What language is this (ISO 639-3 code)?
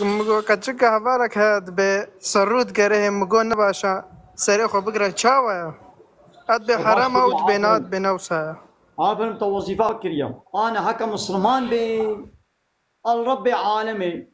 kur